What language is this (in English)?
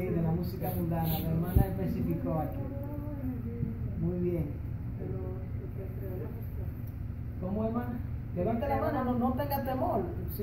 Spanish